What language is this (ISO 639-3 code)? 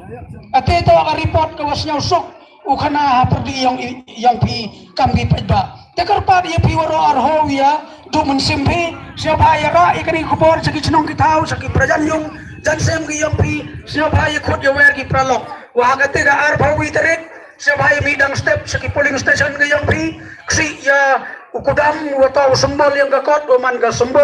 kha